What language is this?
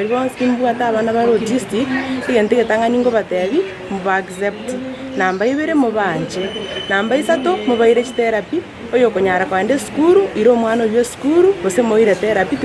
Gusii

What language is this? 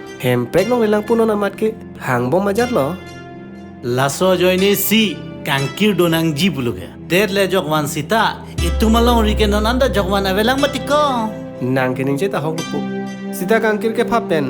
Karbi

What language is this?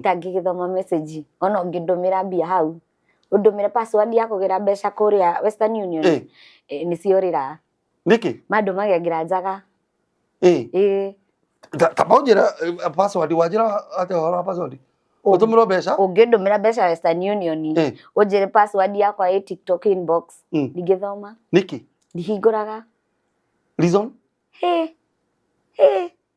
Kikuyu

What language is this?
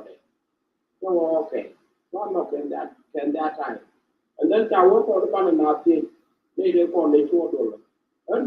Nuer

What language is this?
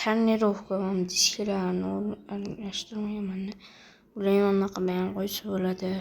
Uzbek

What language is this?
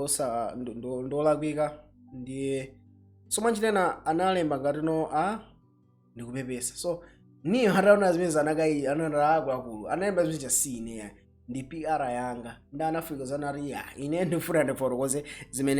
Nyanja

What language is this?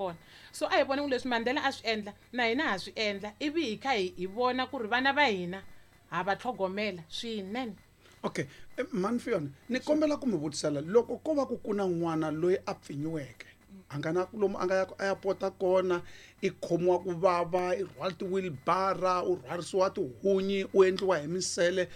Tsonga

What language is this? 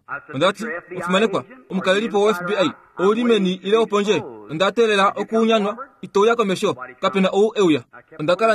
Kuanyama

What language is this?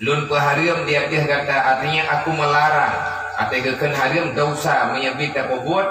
Achinese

